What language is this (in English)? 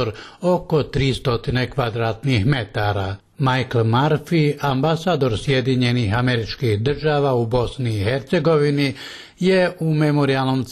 Bosnian